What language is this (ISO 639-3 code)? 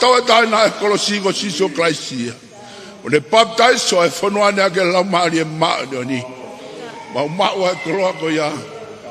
ton